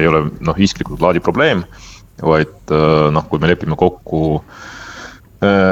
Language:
Estonian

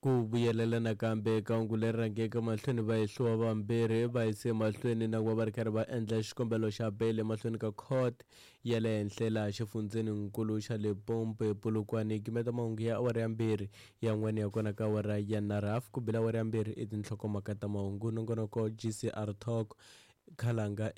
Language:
Tsonga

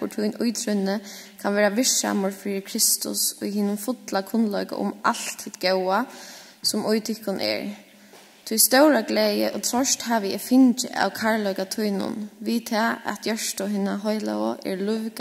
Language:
Faroese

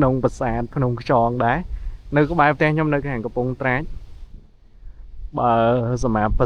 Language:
Khmer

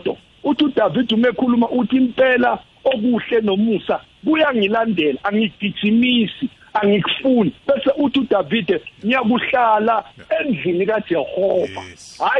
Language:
South Ndebele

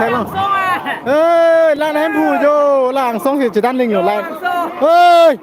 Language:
Karbi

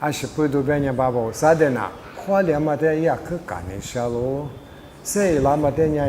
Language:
Lisu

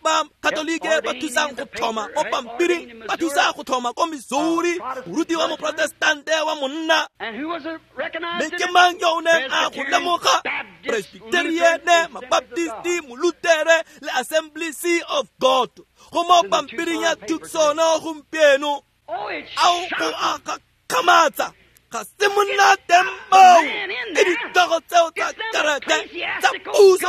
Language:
Tswana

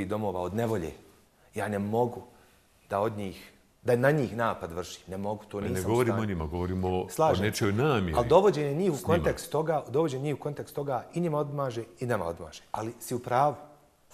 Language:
Bosnian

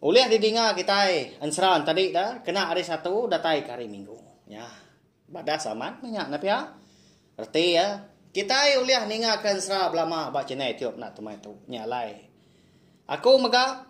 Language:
Iban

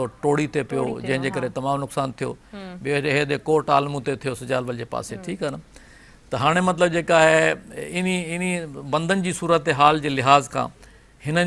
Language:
Sindhi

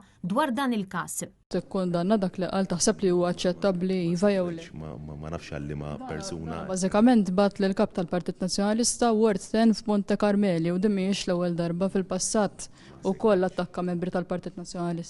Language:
Maltese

